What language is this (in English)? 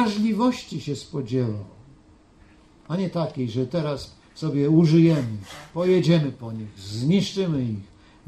Polish